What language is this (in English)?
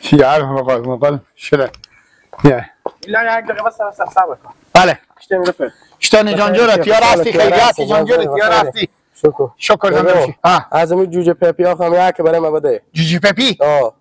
Hazaragi